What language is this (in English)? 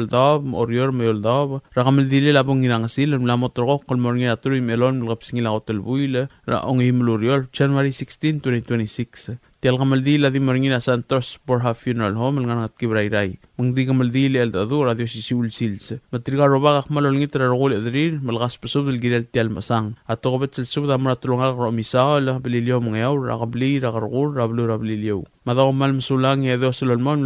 Palauan